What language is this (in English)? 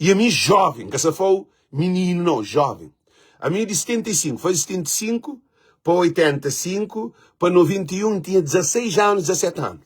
Kabuverdianu